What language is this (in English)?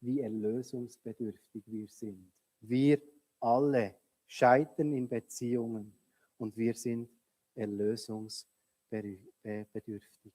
Swiss German